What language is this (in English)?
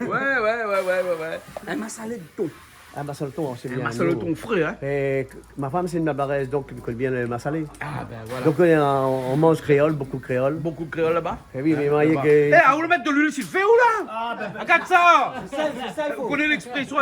Réunion Creole French